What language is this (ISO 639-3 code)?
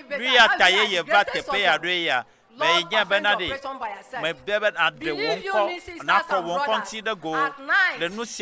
ewe